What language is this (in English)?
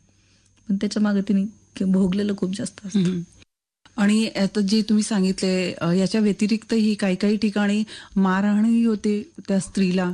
Marathi